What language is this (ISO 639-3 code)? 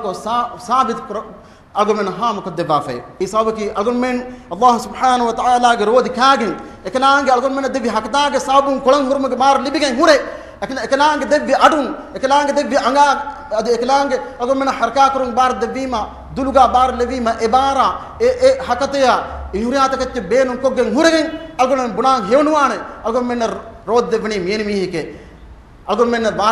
div